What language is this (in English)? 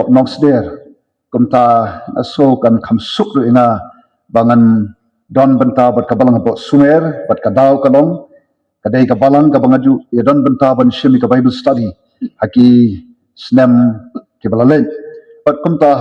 Khasi